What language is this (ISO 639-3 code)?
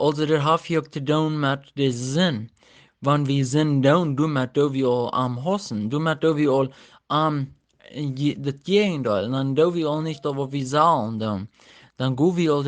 pdt